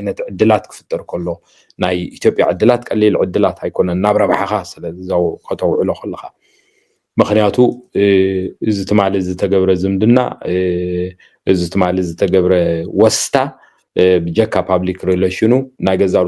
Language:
Tigrinya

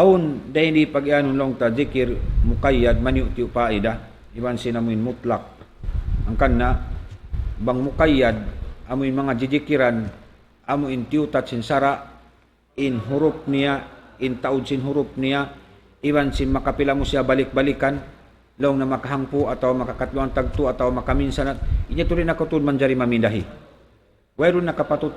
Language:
Tausug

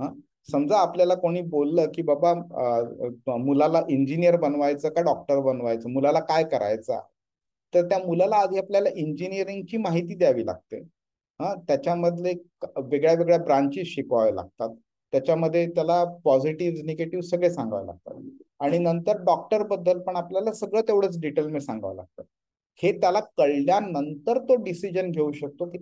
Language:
Marathi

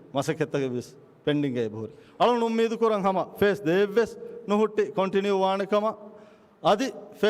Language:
Divehi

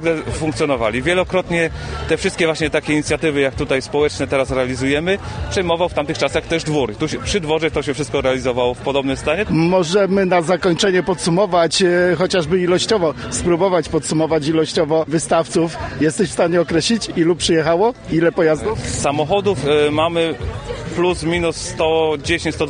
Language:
Polish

